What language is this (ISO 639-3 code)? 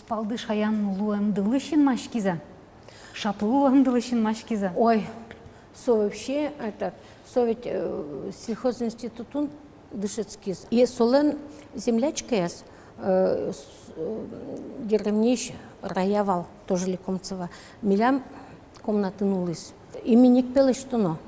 udm